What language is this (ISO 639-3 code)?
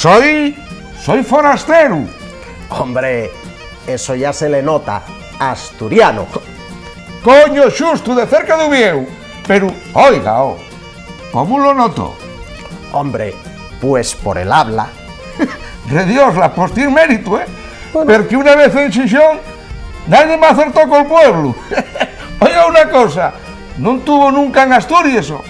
ast